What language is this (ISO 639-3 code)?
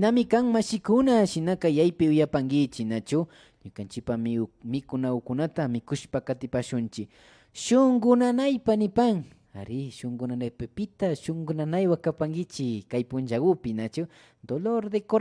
qvi